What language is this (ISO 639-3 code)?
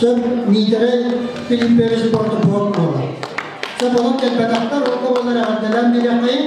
sah